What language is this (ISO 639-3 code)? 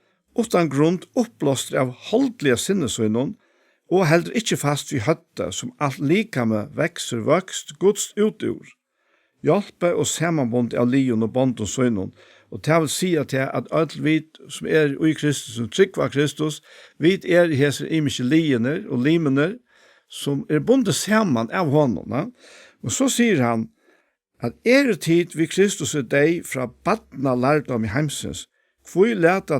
fao